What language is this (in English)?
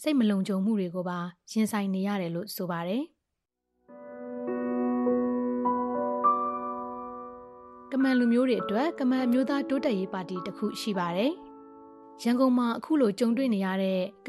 Burmese